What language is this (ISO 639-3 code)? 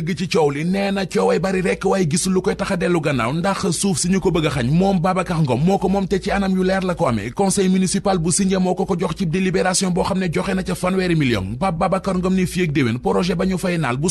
wol